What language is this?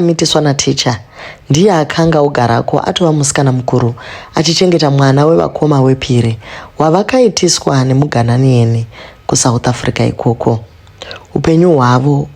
Shona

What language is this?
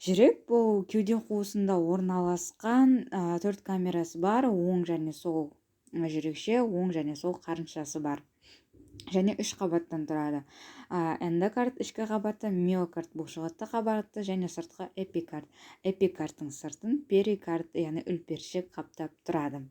Kazakh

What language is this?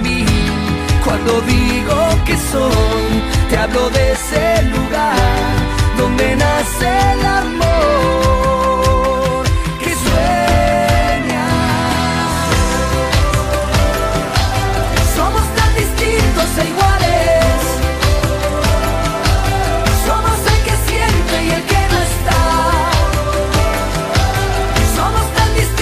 Spanish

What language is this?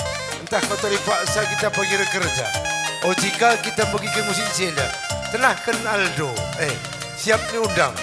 Batak Karo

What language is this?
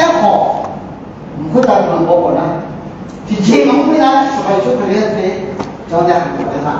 Akha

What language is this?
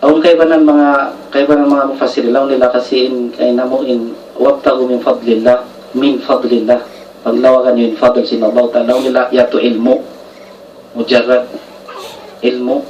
Tausug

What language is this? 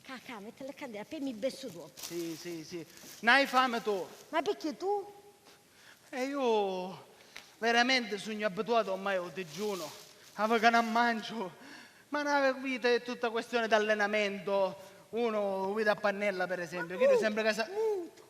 Sicilian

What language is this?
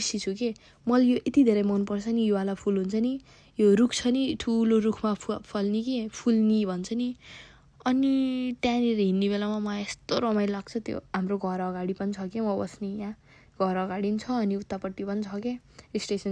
Nepali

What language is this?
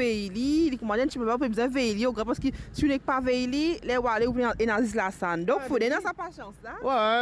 Morisyen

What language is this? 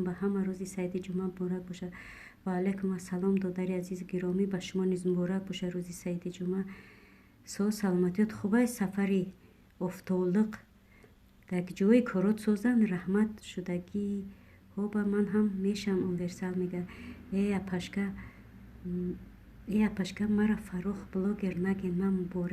Tajik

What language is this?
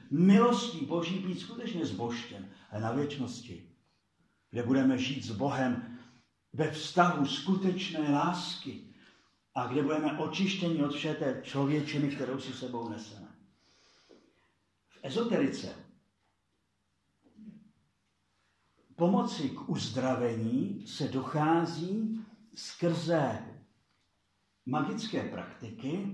Czech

